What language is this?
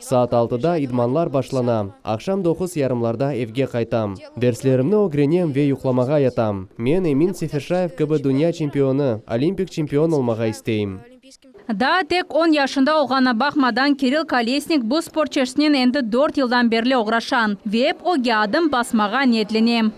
Crimean Tatar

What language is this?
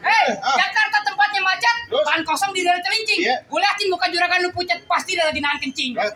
Betawi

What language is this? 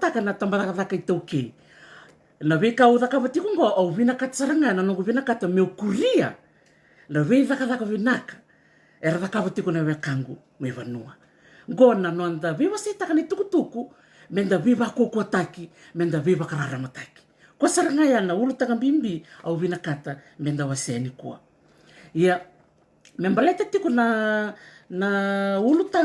Fijian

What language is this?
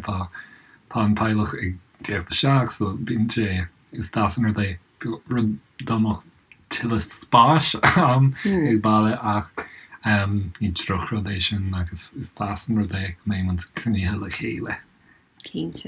Irish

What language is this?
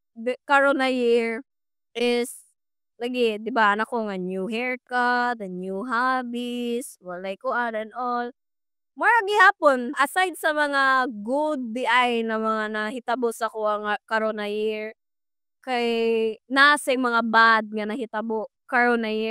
Cebuano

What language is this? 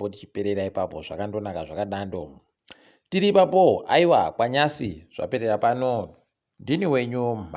Ndau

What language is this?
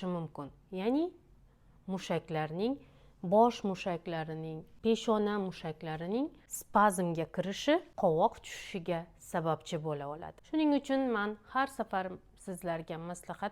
Uzbek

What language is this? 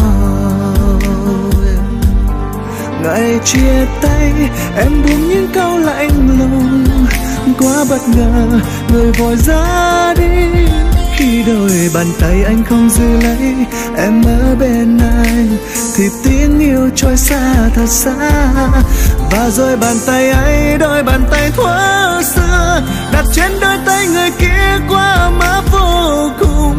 Vietnamese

